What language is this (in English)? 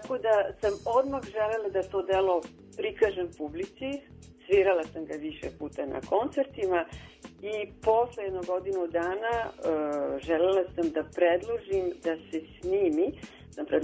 Serbian